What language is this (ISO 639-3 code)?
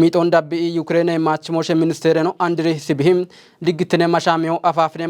kbr